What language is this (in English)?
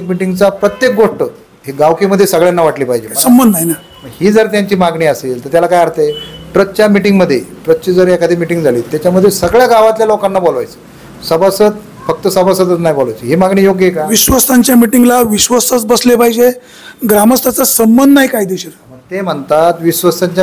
Marathi